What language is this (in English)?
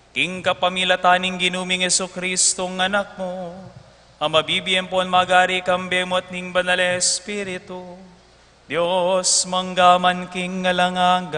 Pampanga